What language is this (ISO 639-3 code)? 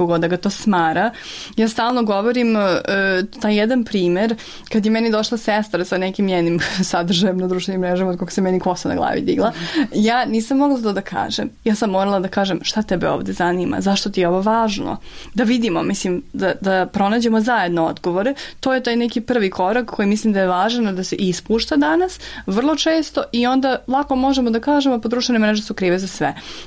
srp